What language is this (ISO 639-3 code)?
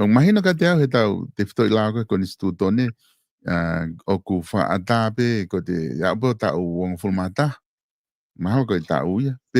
ton